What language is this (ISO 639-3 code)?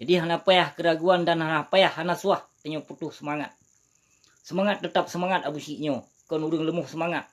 ace